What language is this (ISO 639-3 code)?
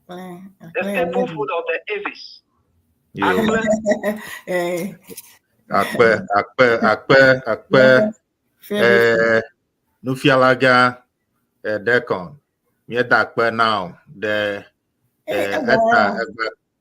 ewe